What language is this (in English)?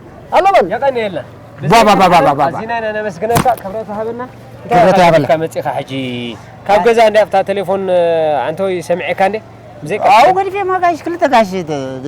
Tigrinya